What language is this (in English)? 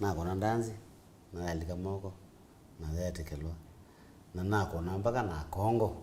Kamba